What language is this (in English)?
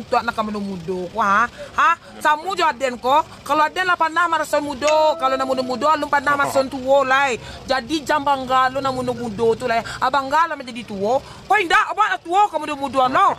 Minangkabau